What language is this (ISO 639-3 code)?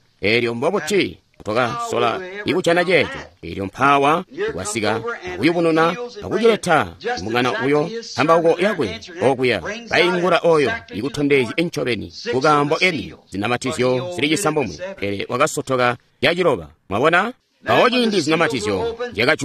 toi